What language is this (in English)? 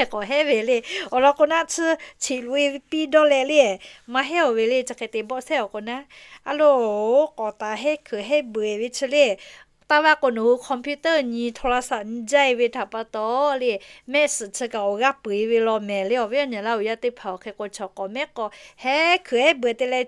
Lahu